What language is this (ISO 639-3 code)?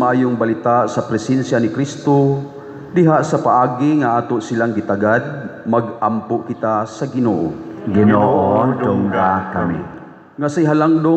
ceb